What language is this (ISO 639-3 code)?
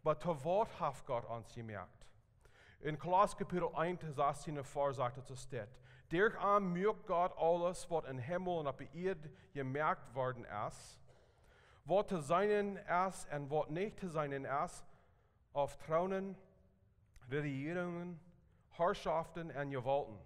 pdt